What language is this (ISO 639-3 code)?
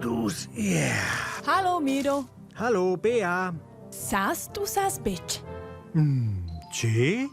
roh